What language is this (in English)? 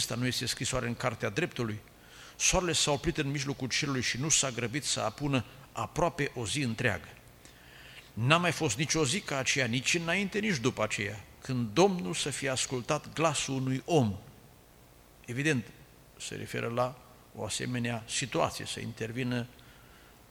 Romanian